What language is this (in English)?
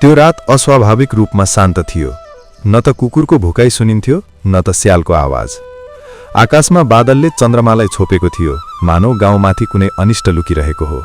Nepali